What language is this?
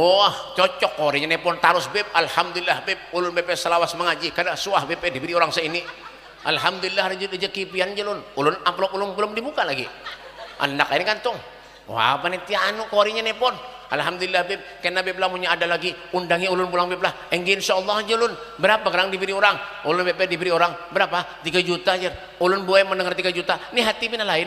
Banjar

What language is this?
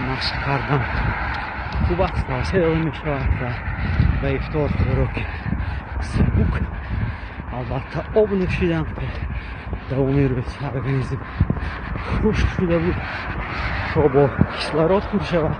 Tajik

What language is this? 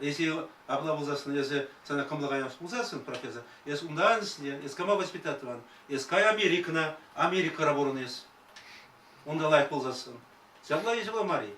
Chuvash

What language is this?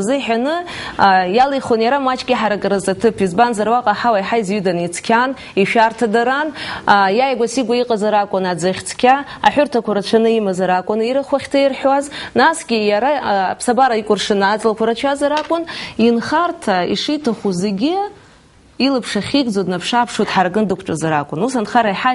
Abkhazian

